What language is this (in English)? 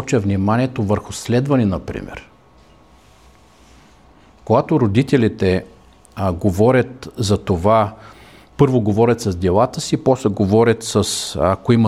Bulgarian